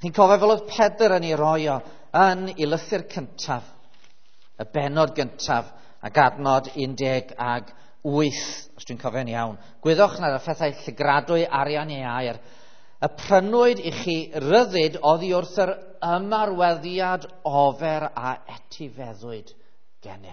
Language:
Welsh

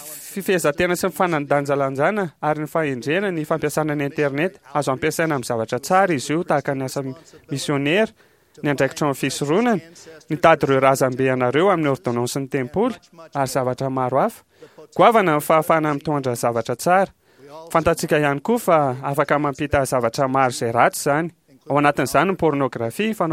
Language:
Malagasy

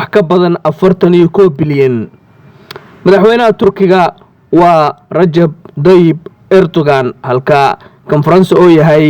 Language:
Somali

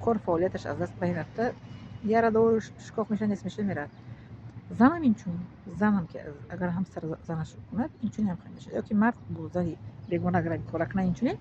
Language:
Tajik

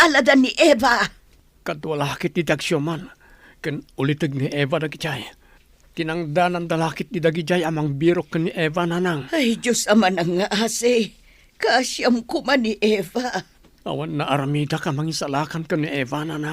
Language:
Iloko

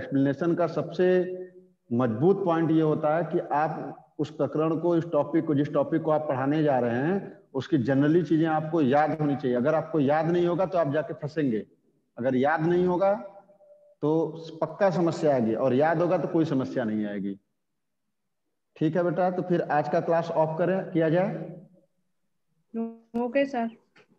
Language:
Hindi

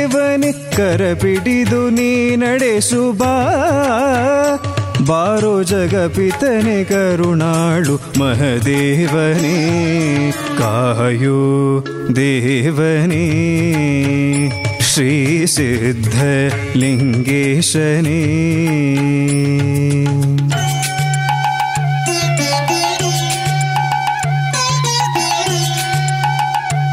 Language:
Kannada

